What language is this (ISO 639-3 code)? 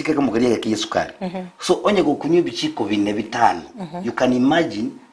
guz